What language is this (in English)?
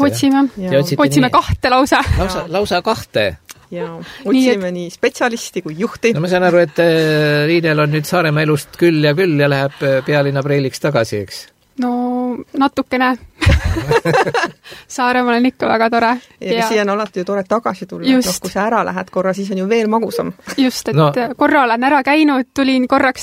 Estonian